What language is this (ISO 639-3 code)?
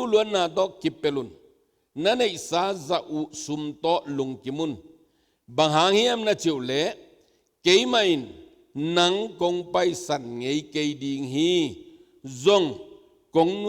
ctd